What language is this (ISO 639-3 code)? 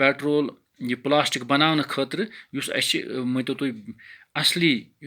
kas